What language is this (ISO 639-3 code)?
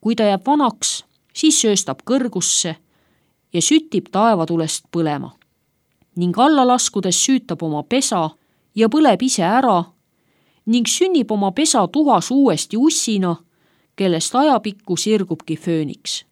est